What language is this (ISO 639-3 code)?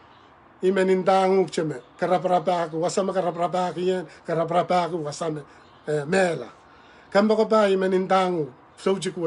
pon